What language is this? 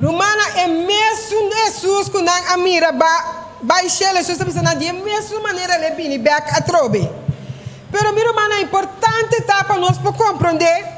Papiamento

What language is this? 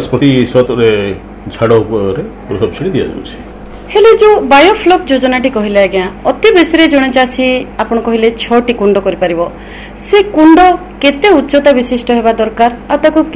Odia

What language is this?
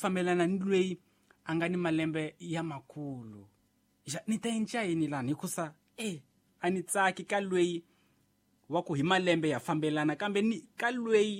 Tsonga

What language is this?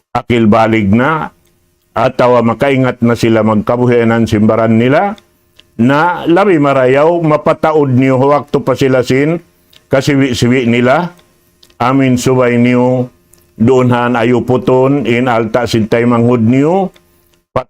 Tausug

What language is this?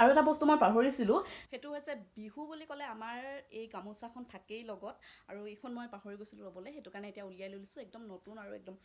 Assamese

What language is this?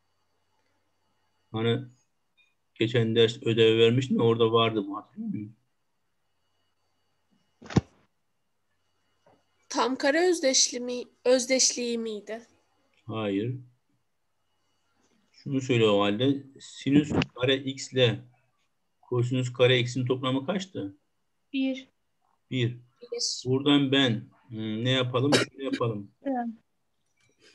Turkish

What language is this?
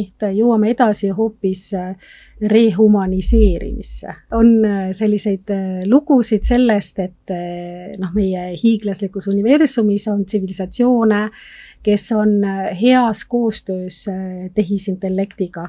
Estonian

